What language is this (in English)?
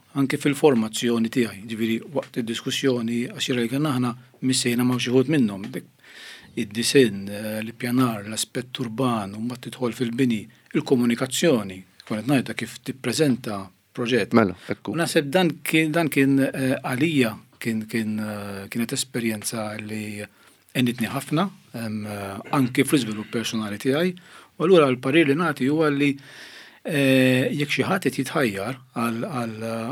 Maltese